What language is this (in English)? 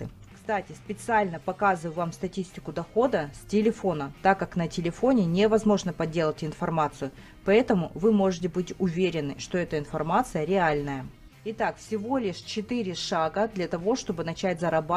Russian